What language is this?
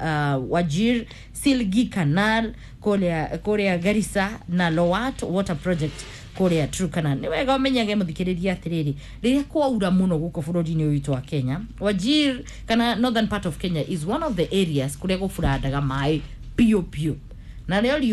Kikuyu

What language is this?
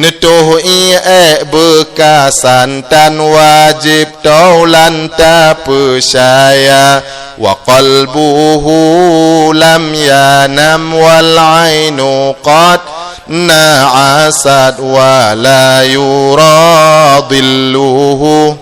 Achinese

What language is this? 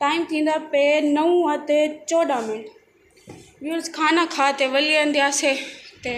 Saraiki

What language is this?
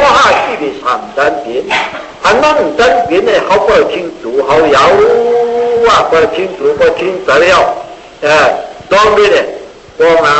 Shan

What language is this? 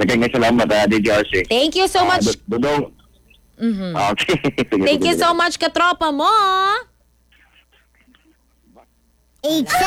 Filipino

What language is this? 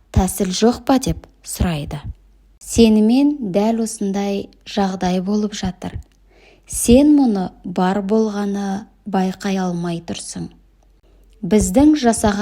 Kazakh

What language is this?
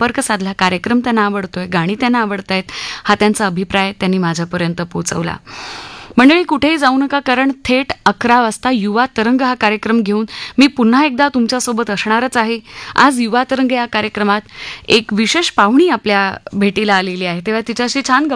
Marathi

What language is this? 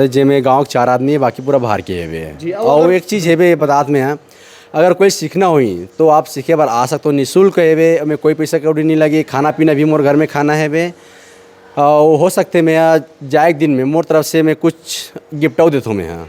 Chhattisgarhi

